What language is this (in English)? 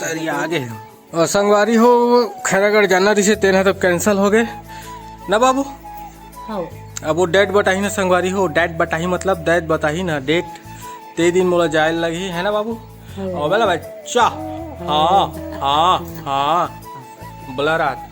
Chhattisgarhi